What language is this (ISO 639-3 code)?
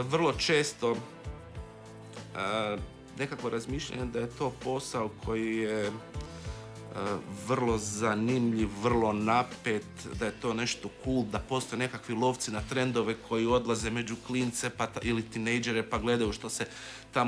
hrv